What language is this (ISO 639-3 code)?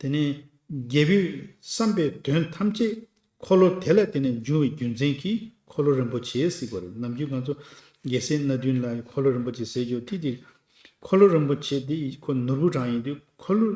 bod